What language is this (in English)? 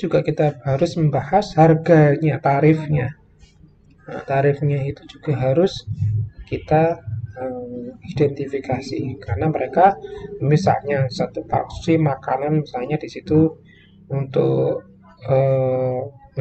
Indonesian